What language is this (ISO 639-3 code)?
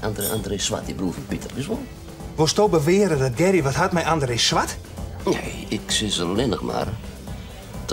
fry